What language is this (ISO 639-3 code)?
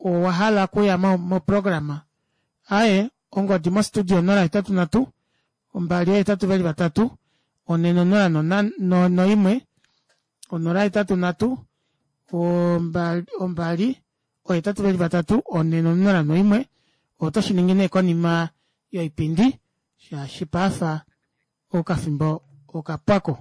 kua